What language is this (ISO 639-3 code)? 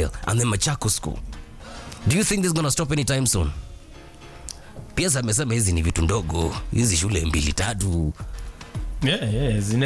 swa